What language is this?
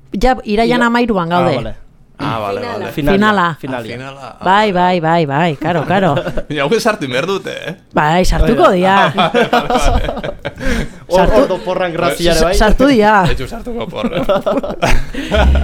Basque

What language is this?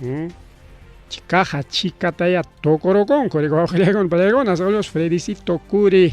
Ayacucho Quechua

